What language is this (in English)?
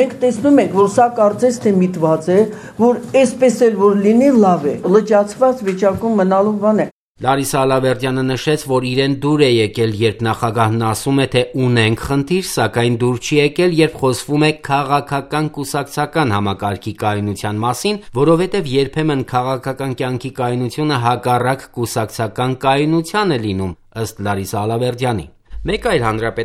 Armenian